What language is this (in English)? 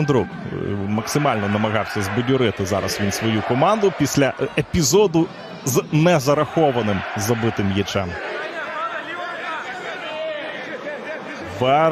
Ukrainian